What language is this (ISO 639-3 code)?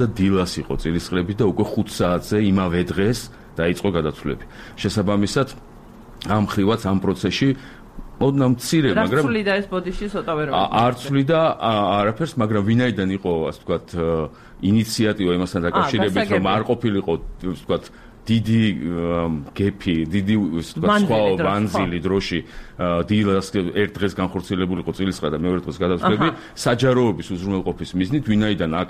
kat